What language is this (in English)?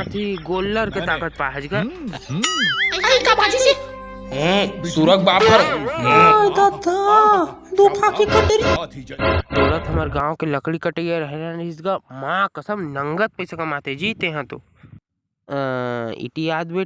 Chhattisgarhi